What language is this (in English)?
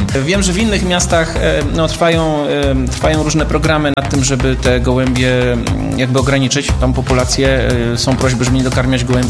Polish